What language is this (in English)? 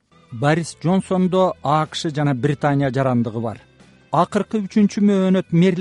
Kyrgyz